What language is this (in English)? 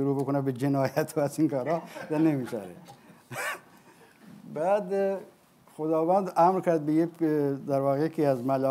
Persian